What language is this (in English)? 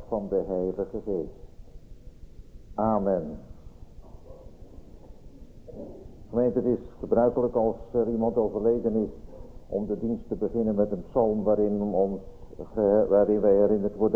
Dutch